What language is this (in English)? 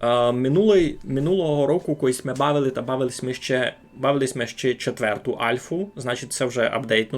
Rusyn